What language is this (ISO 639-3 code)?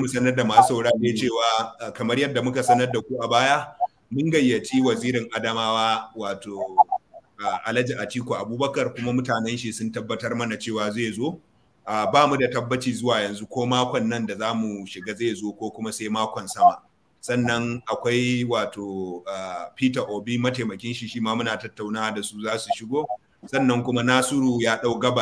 hau